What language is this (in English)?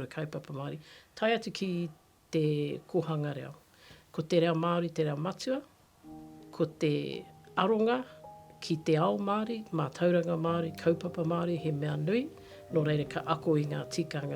Māori